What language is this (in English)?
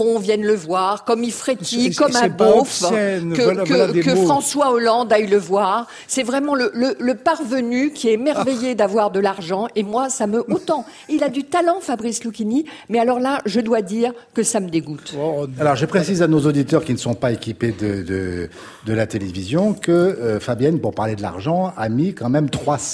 French